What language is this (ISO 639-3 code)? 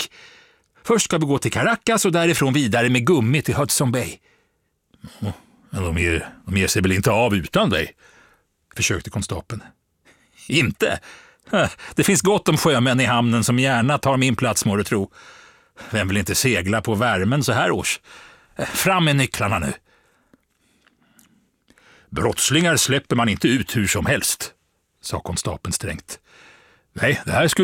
swe